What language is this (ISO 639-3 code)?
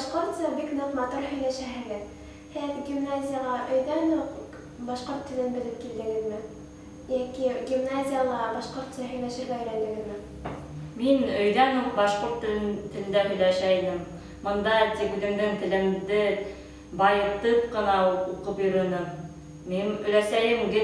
bak